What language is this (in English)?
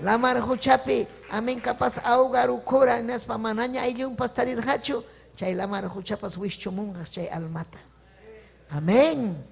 Ayacucho Quechua